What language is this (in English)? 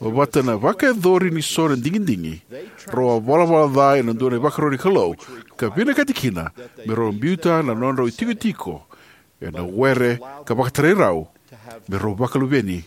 Fijian